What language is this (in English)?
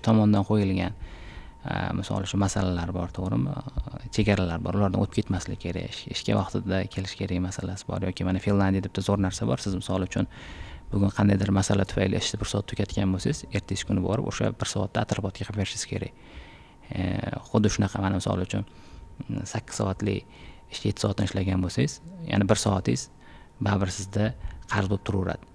Uzbek